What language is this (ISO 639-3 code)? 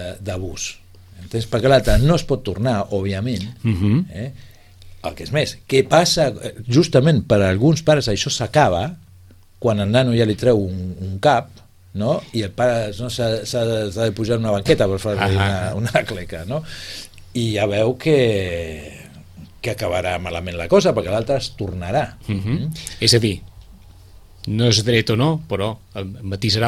cat